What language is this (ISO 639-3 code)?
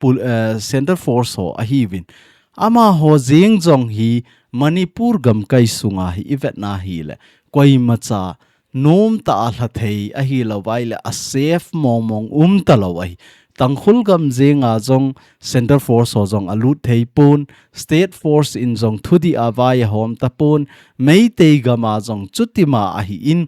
tcz